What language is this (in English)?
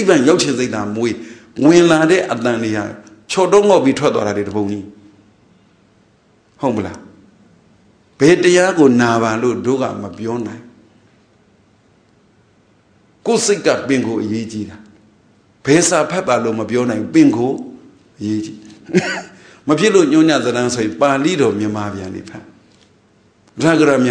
Burmese